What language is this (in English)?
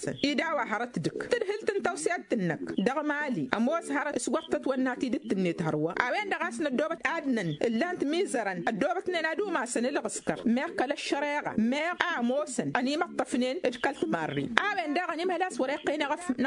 Tamasheq